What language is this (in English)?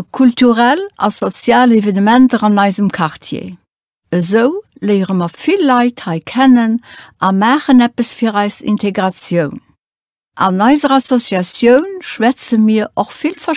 Luxembourgish